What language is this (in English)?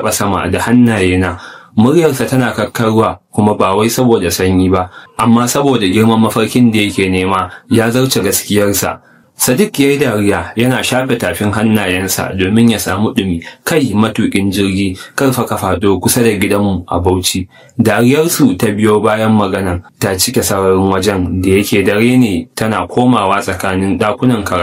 Hausa